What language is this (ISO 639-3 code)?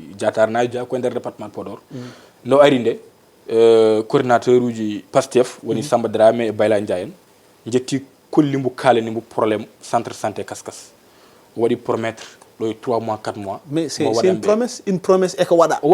ful